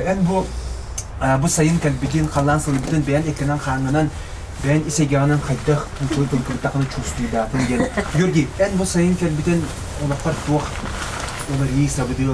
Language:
Yakut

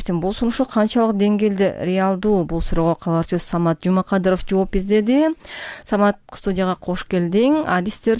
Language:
Kyrgyz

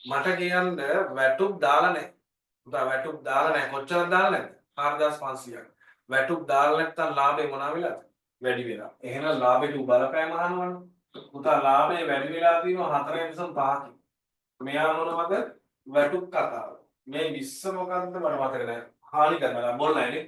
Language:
Sinhala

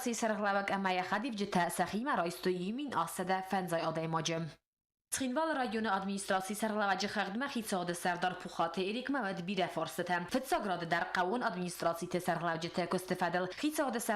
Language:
Ossetic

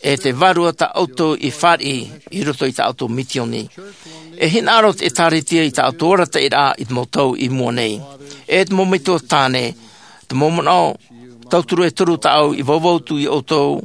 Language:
Tahitian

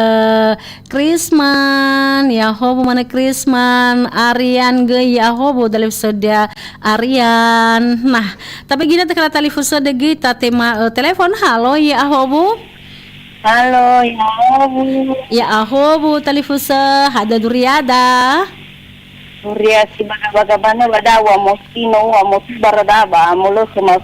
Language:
Nias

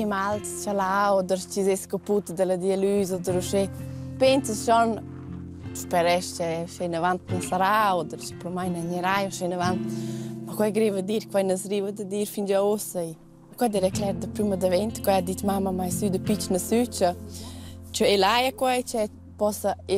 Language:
Romansh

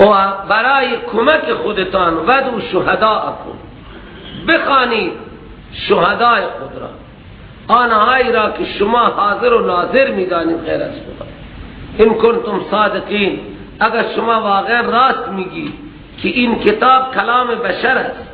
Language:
Persian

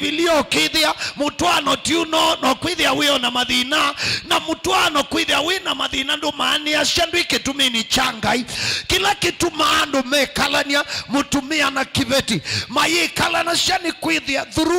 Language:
Kamba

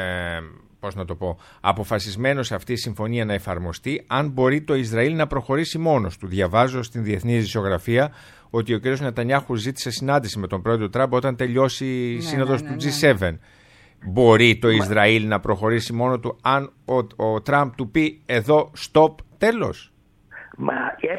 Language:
Greek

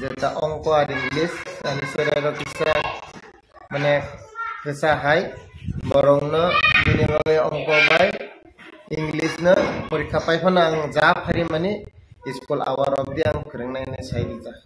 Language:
Kok Borok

